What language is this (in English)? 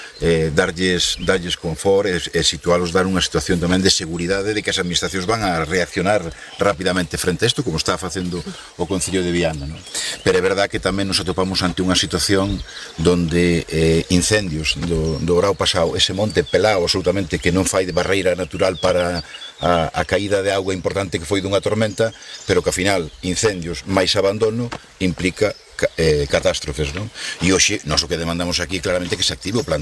Galician